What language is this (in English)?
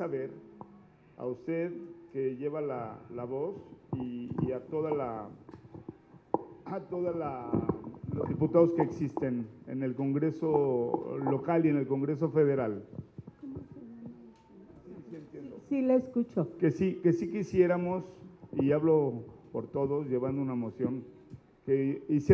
Spanish